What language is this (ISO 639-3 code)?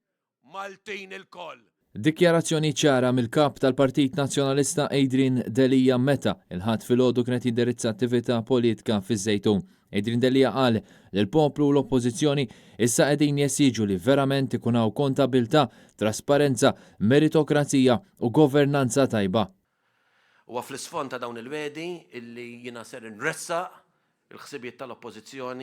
mlt